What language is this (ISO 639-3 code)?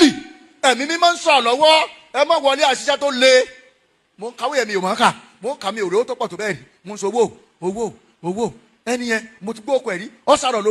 yor